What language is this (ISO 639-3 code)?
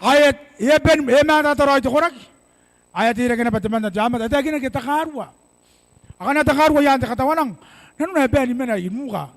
gil